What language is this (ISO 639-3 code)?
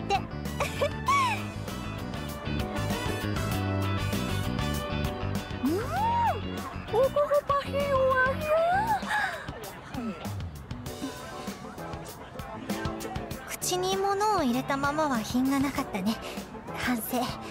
jpn